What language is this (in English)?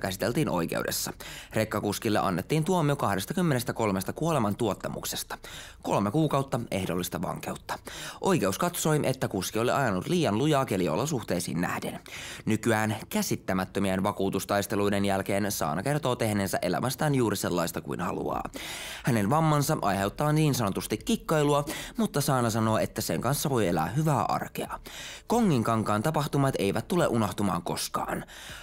Finnish